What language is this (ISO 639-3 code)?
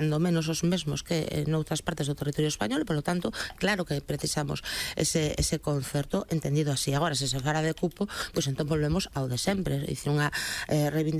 glg